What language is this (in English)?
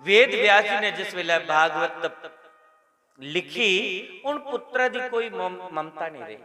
Dogri